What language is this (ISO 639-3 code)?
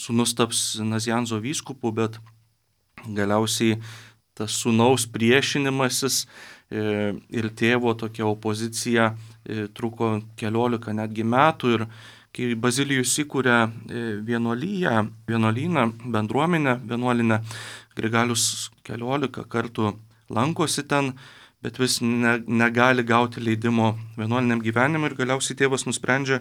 lit